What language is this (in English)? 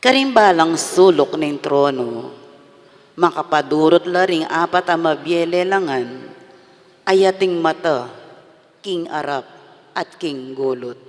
Pampanga